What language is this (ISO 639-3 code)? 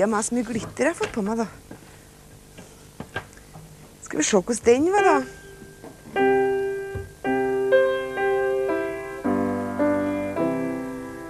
nor